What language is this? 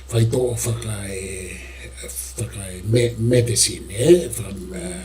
Tongan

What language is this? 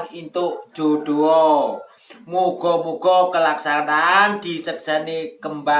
Javanese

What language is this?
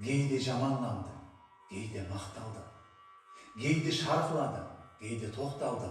Kara-Kalpak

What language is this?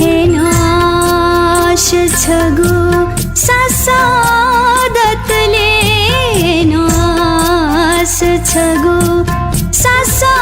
Newari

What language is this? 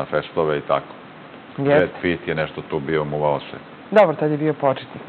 Serbian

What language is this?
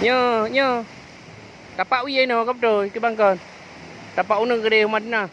Achinese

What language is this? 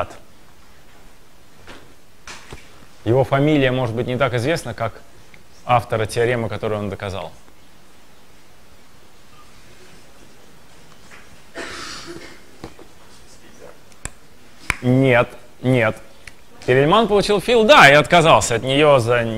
Russian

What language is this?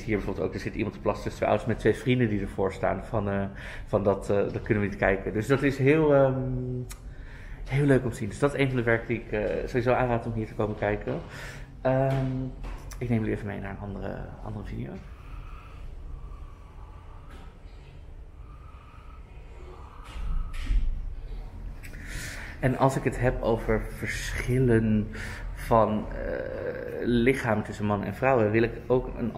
Dutch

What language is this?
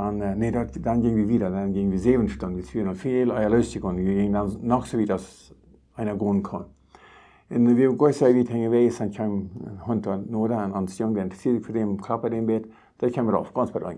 Plautdietsch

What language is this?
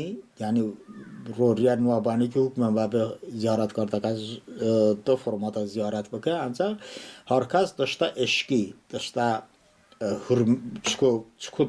Talysh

